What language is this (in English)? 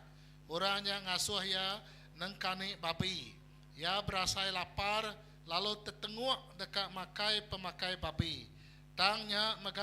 Iban